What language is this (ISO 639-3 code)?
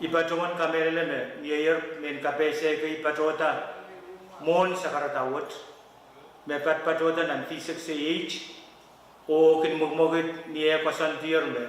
pon